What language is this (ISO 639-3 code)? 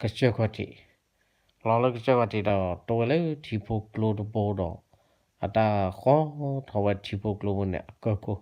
ksw